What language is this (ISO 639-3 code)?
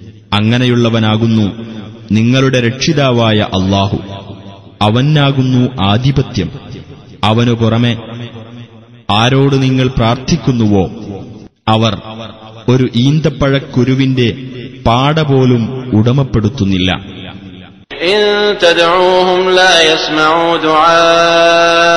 mal